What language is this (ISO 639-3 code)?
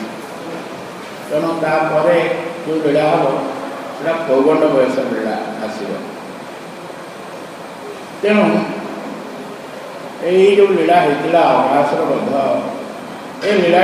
ori